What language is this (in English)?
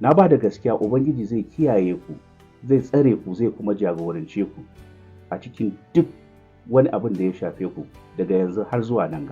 Hausa